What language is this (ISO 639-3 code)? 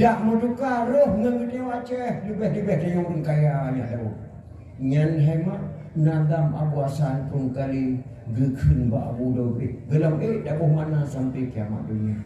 ace